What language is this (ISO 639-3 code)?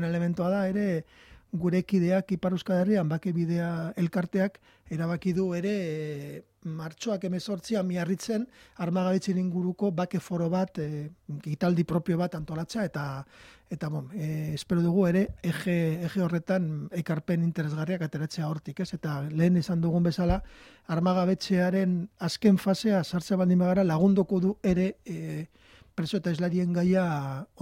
eus